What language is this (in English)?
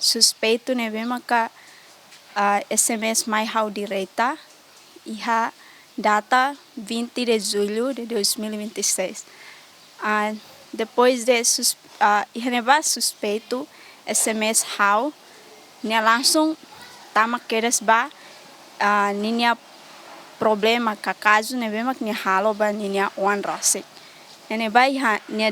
Tetum